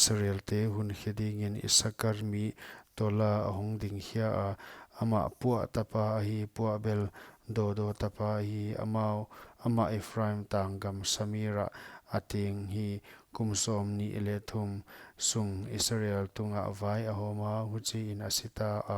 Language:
Paite Chin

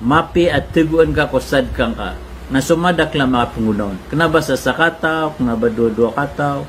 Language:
Maranao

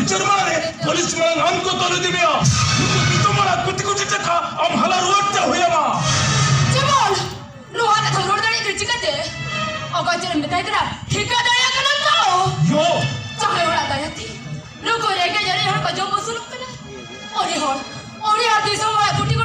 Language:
Santali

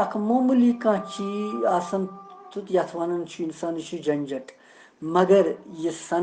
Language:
Kashmiri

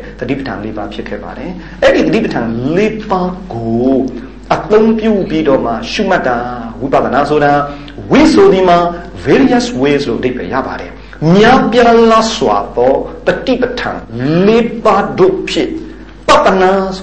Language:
Burmese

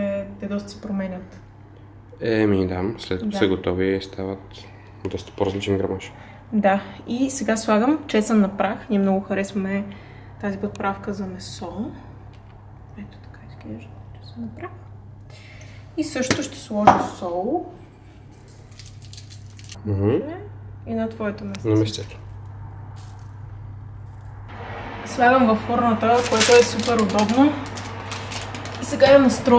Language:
Bulgarian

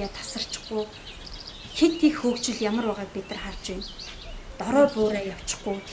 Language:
Mongolian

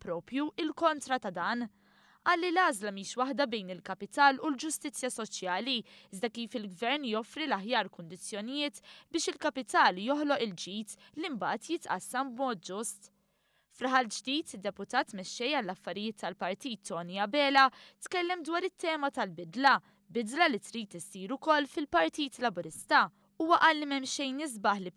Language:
Maltese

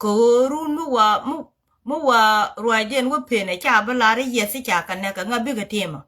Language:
Nuer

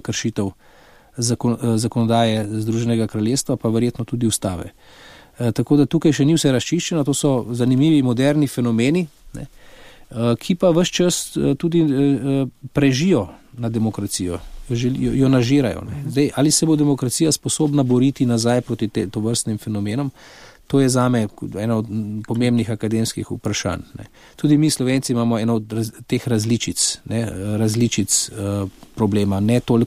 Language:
Slovenian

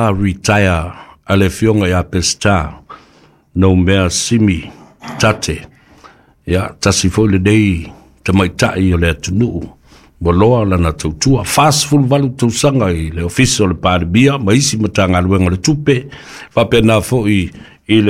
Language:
Samoan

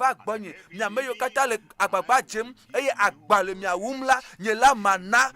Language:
Ewe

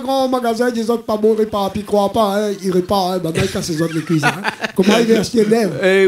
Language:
Réunion Creole French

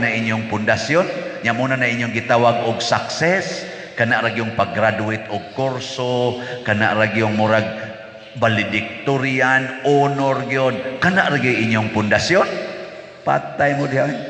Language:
Cebuano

